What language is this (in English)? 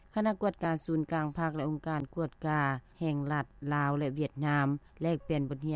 Lao